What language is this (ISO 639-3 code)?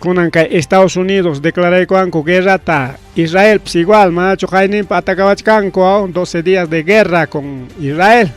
quy